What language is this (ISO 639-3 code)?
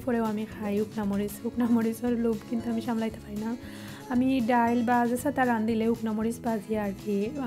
syl